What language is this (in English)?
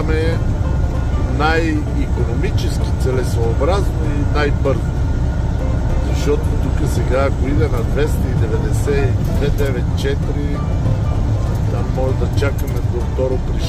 Bulgarian